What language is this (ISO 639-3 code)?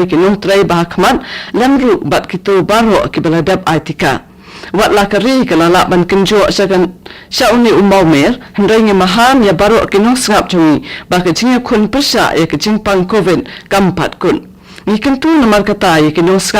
kha